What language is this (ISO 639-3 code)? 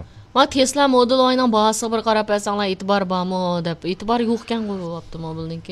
uig